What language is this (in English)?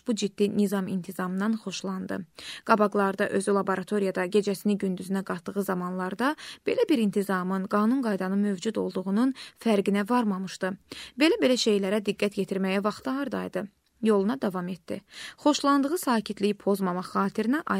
Azerbaijani